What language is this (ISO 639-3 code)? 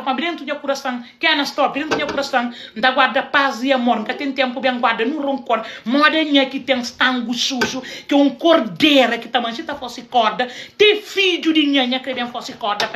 kea